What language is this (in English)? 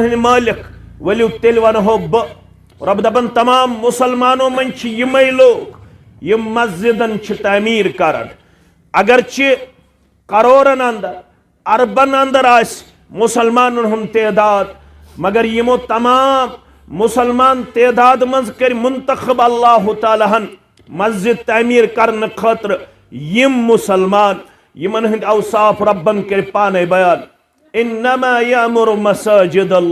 Kashmiri